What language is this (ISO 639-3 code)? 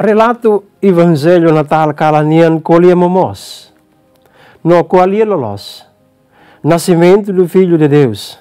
tet